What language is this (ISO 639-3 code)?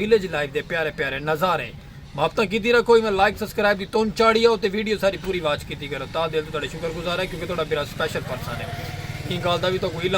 skr